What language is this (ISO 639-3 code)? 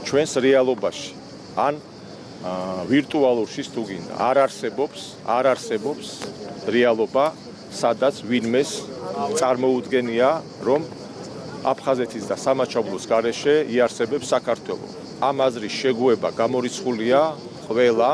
kat